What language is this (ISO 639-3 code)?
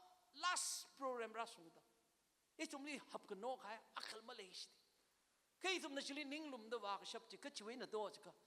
nmf